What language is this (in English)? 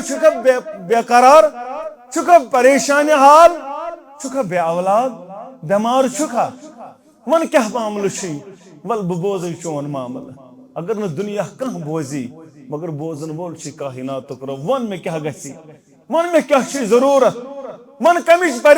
Kashmiri